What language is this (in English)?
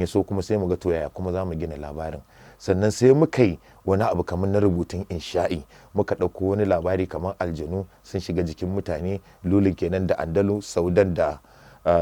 Hausa